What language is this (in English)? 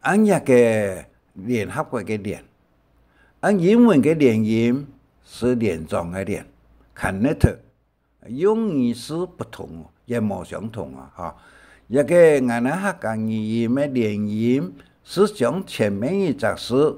Hakka Chinese